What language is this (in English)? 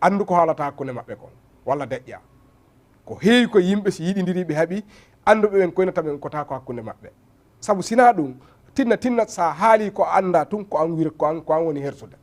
Fula